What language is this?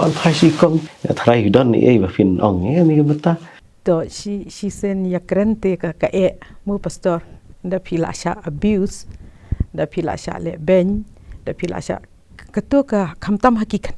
Khasi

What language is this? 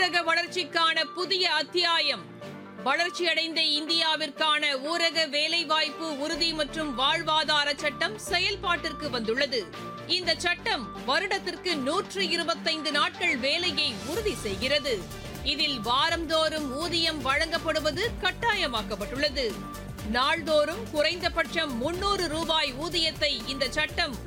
Tamil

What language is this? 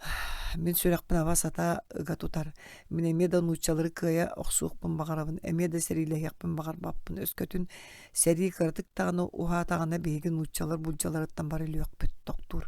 Yakut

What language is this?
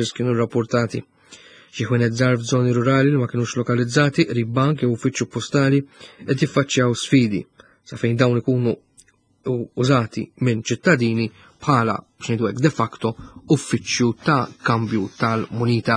Maltese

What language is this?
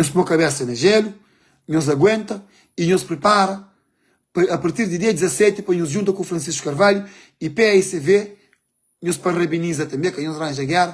Kabuverdianu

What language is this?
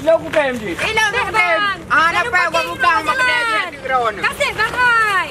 Achinese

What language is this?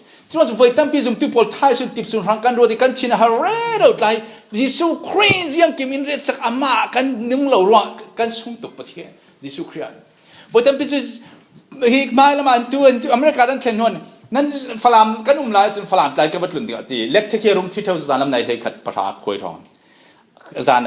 Falam Chin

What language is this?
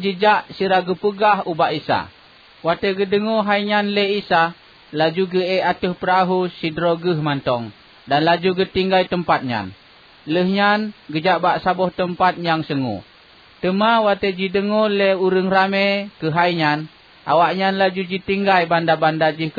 Achinese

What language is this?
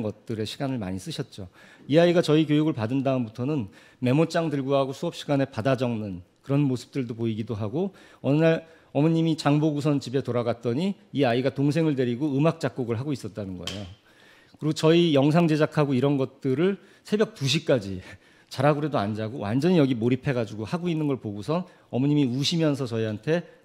Korean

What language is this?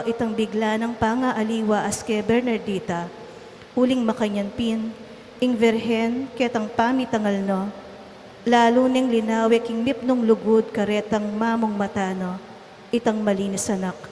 Pampanga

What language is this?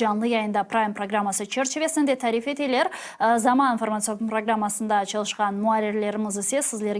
Crimean Tatar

